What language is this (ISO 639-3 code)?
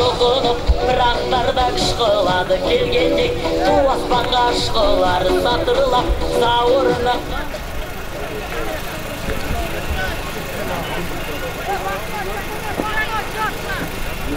kaz